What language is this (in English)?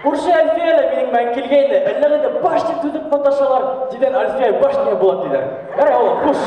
Bashkir